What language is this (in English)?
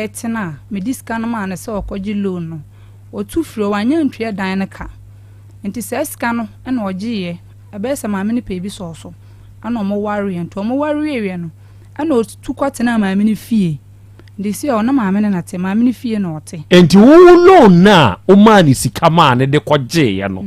Akan